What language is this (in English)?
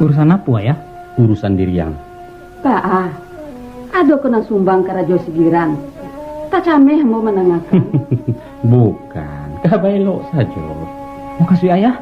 Minangkabau